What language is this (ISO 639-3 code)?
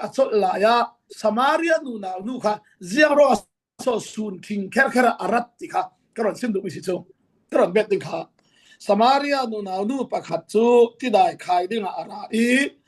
cfm